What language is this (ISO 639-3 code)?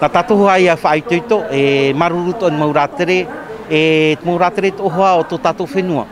tah